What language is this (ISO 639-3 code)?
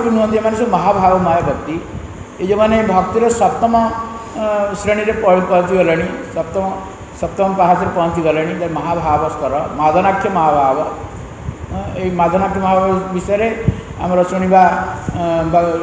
ori